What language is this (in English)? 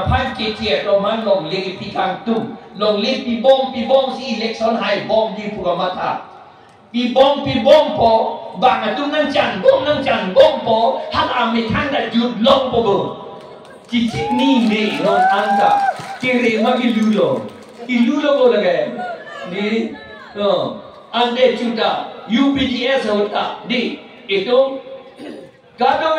Karbi